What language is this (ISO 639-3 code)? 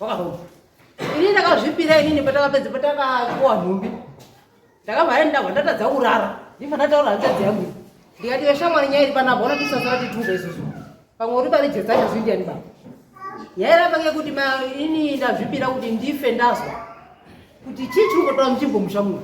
sna